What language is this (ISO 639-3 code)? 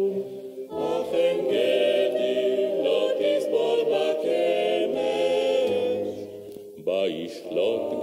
heb